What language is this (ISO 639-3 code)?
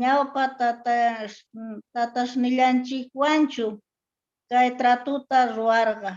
quh